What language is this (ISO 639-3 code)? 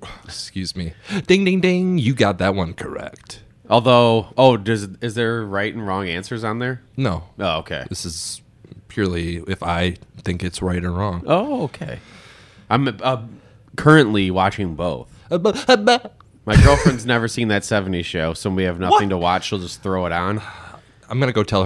eng